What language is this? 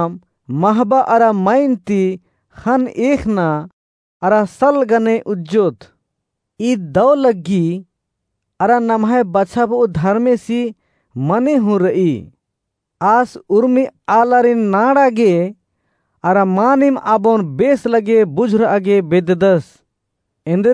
Kurukh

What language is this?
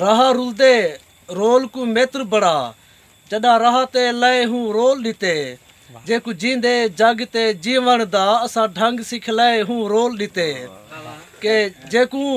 Saraiki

